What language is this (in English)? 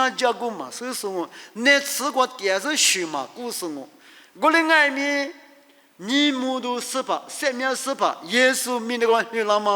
Lisu